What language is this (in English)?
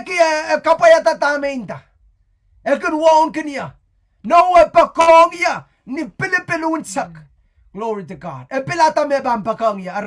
Pohnpeian